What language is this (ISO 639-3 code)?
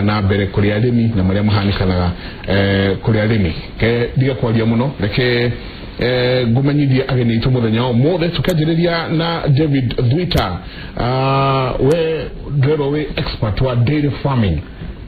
kik